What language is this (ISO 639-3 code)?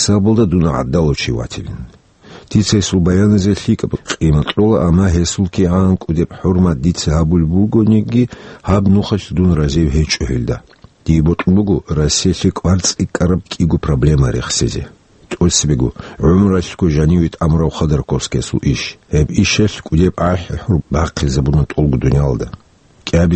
ava